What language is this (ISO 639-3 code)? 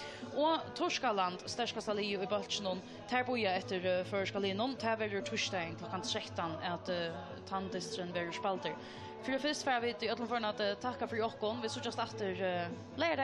fao